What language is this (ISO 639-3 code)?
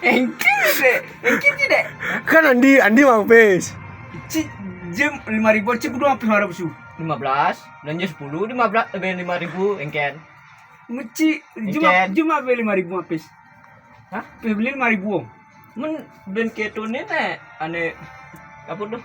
ban